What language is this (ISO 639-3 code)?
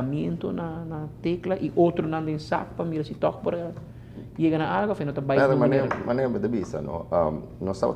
pap